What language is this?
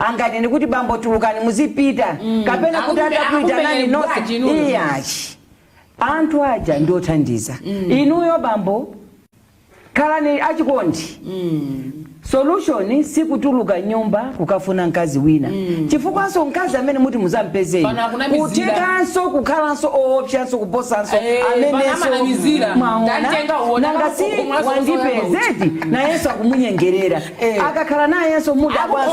Nyanja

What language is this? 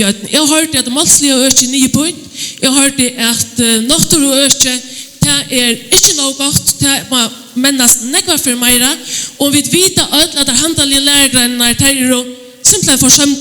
Faroese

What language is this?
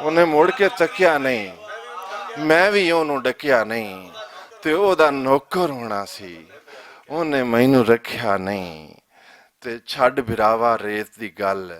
Western Panjabi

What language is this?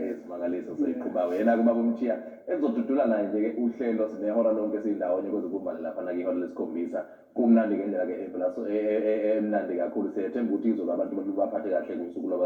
Zulu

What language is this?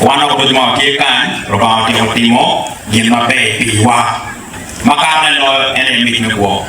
Acoli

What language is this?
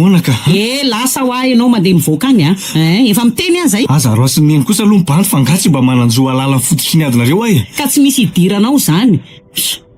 Malagasy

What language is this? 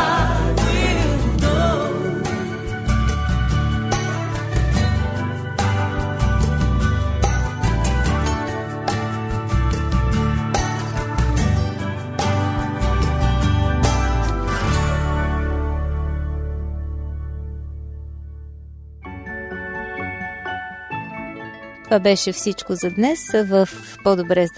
Bulgarian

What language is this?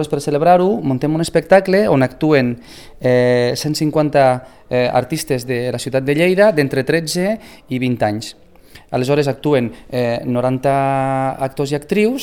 Catalan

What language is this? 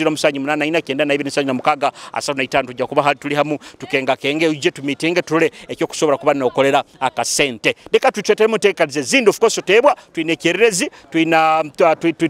Nyoro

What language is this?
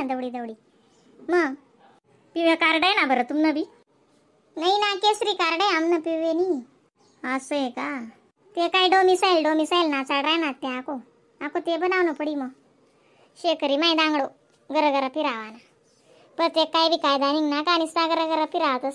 Khandesi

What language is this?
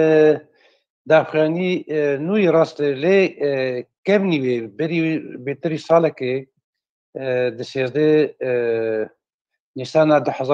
Kurdish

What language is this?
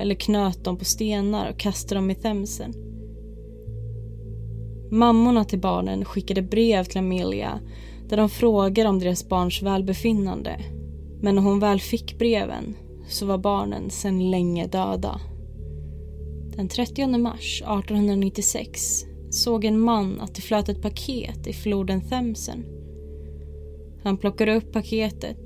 Swedish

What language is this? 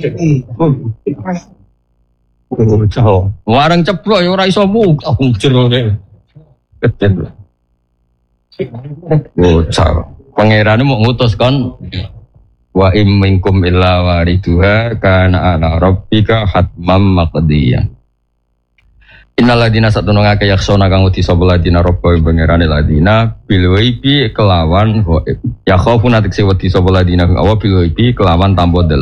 Javanese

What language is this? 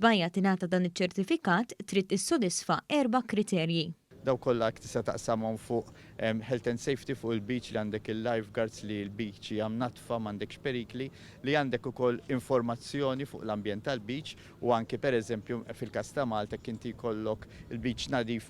Maltese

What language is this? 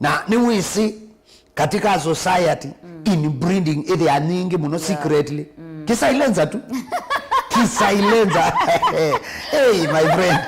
Kamba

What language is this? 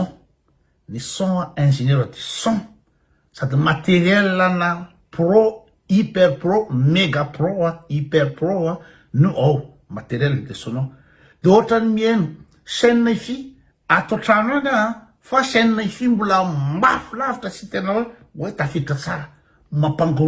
Malagasy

